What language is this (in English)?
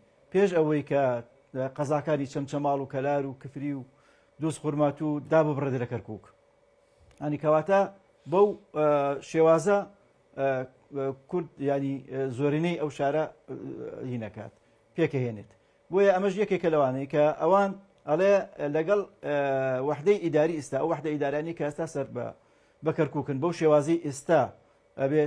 Central Kurdish